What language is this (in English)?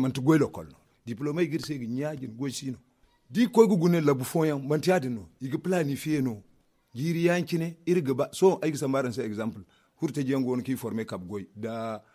Zarma